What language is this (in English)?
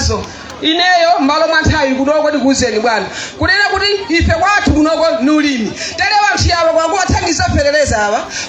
Nyanja